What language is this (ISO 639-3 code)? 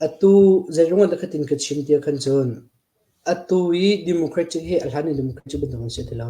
cnh